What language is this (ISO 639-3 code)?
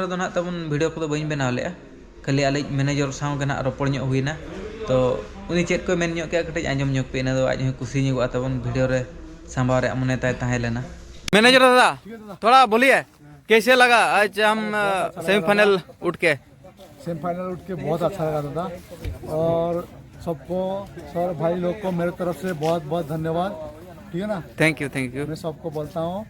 sat